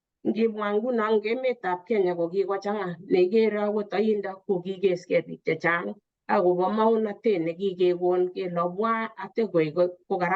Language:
Kalenjin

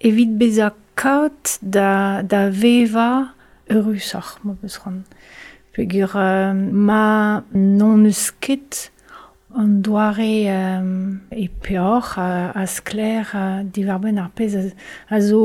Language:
Breton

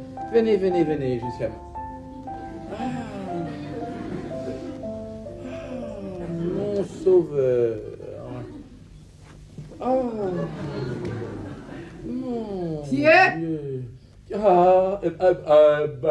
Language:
French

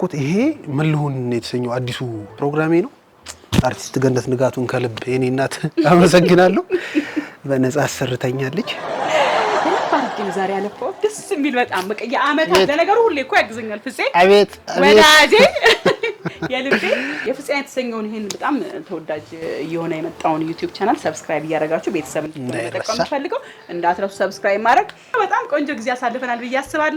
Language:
Amharic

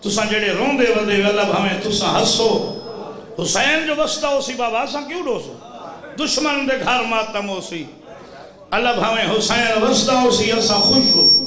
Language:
Saraiki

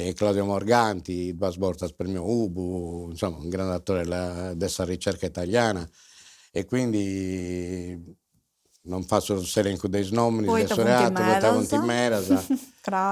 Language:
Sardinian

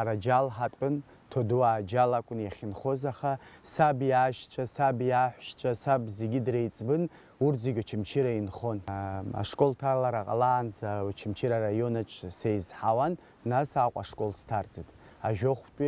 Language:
Abkhazian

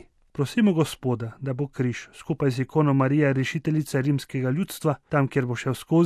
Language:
Slovenian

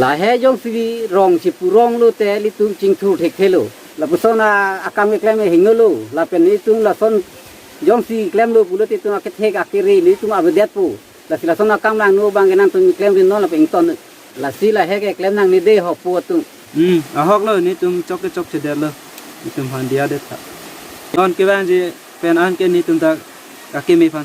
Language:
Karbi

